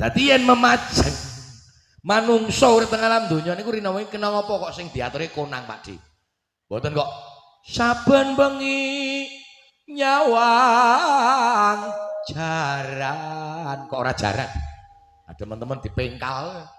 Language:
Javanese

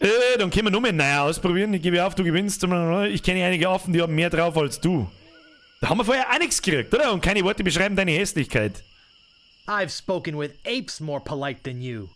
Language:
Bavarian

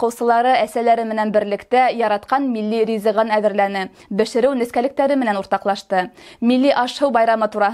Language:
Bashkir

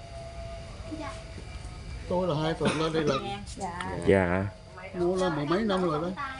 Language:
Vietnamese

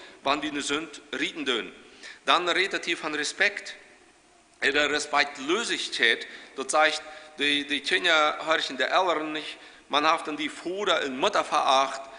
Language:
Plautdietsch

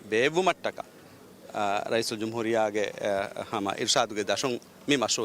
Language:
Divehi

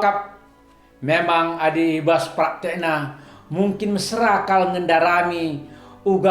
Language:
Batak Karo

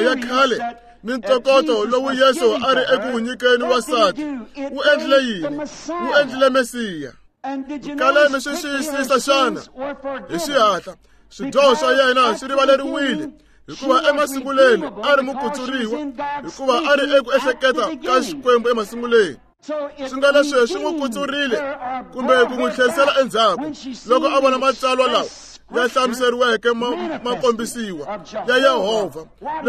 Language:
Tsonga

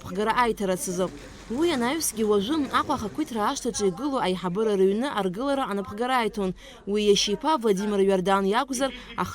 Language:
Abkhazian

